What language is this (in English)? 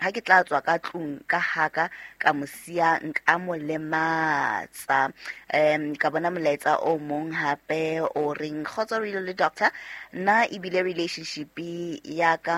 Southern Sotho